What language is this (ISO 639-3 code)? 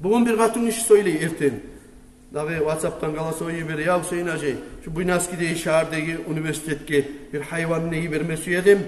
kum